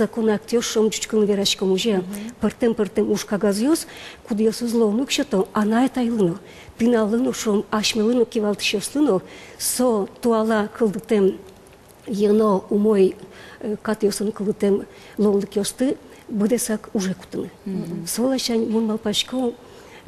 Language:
Udmurt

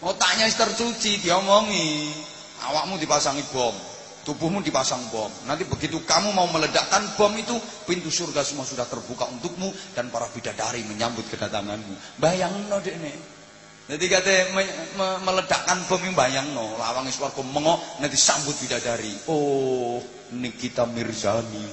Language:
Javanese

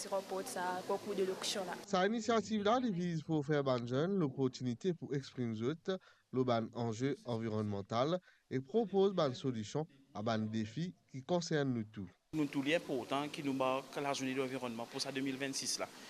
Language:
Morisyen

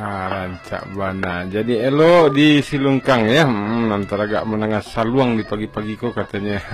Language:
Minangkabau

